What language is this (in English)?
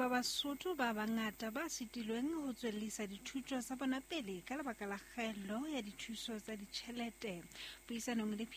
Southern Sotho